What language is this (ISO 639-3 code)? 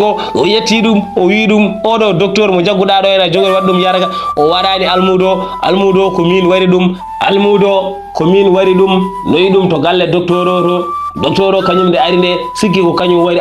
ful